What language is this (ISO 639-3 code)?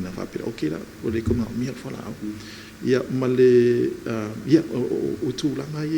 smo